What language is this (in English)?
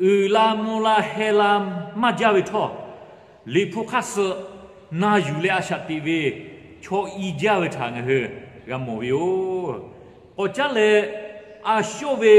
Lahu